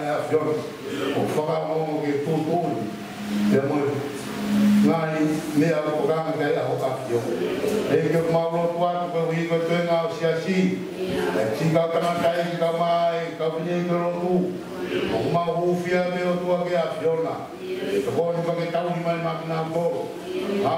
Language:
Tongan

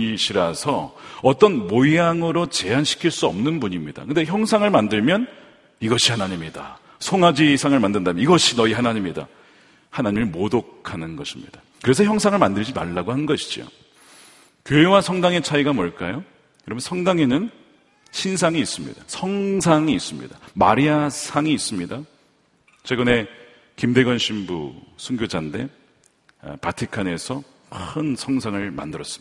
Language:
Korean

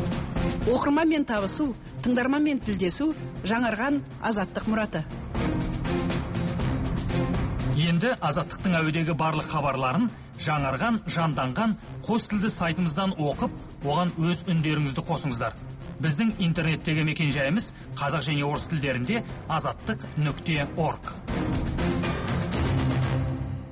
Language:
Kazakh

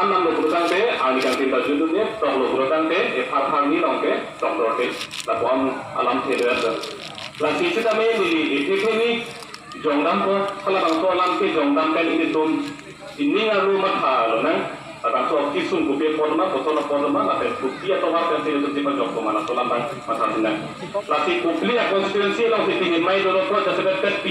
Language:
Karbi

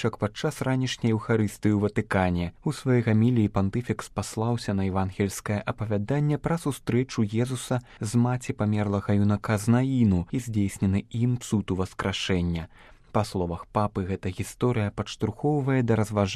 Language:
Belarusian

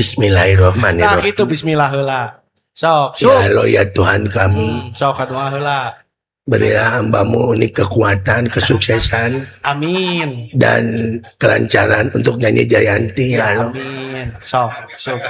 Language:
Sundanese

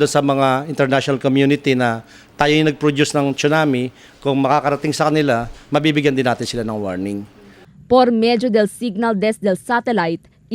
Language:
Chavacano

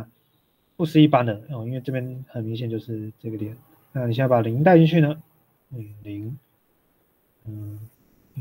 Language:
Chinese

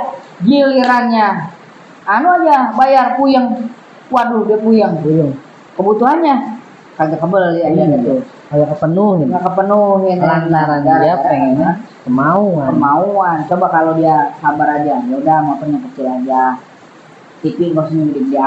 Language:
Betawi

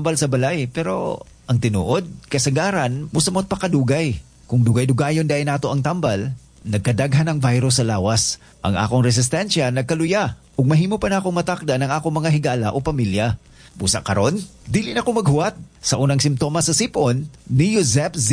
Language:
Cebuano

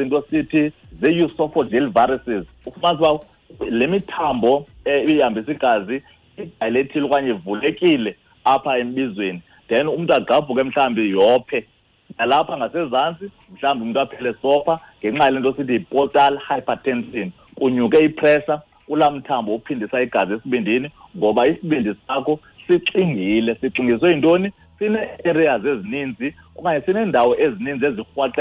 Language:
Xhosa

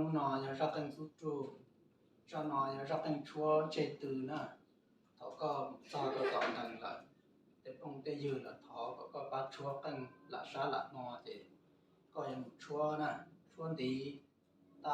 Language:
Hmong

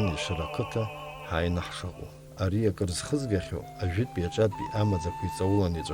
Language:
Abkhazian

